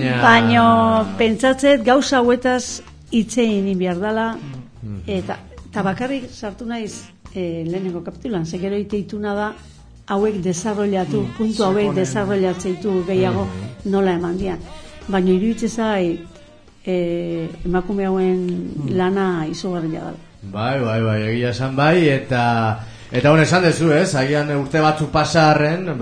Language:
Basque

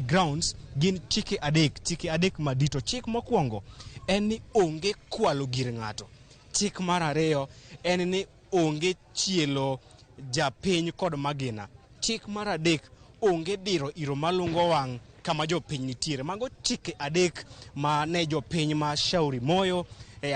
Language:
Luo (Kenya and Tanzania)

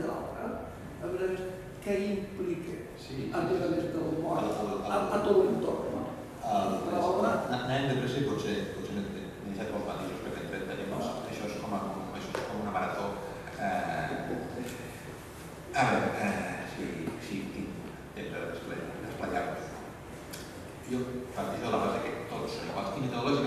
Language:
Catalan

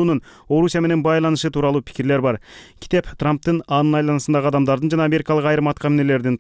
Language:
Kyrgyz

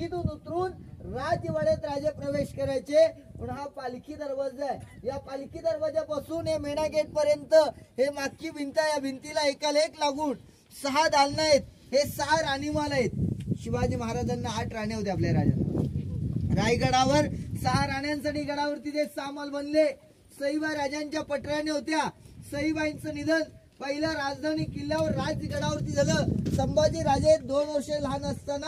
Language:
Marathi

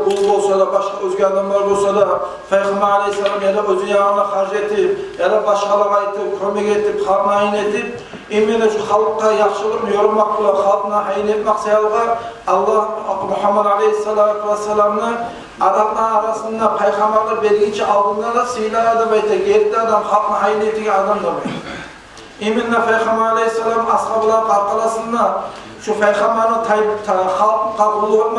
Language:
Kumyk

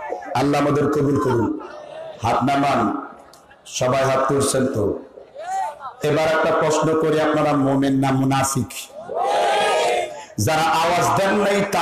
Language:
Bangla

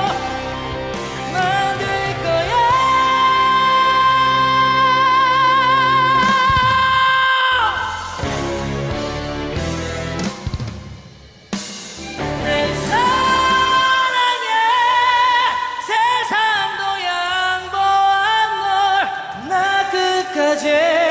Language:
Korean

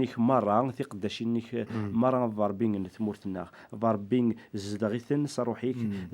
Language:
Kabyle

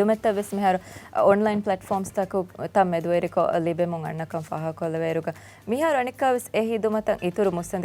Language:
Divehi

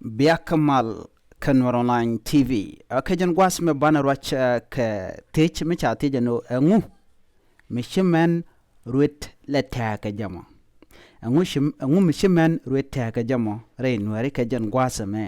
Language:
Nuer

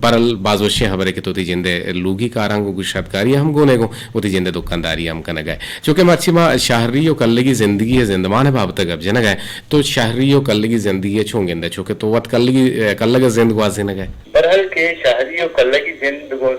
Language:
Eastern Balochi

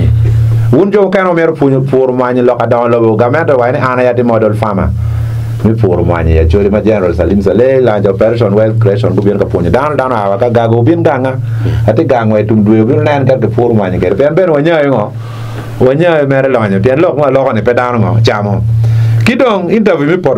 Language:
Acoli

